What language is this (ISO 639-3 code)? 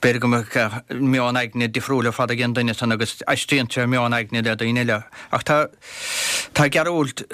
gle